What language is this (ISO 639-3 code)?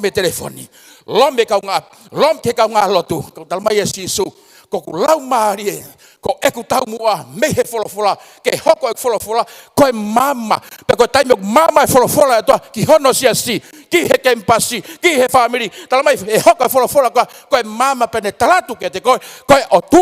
ton